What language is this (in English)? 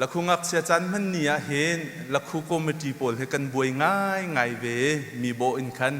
Hakha Chin